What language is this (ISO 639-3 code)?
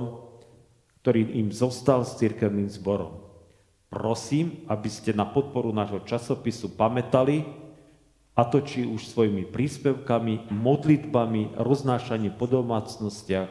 slk